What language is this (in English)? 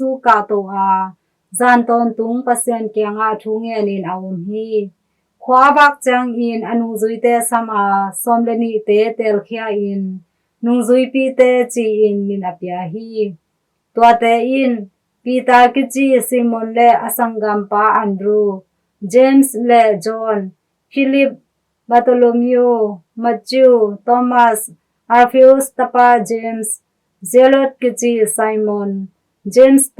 Tedim Chin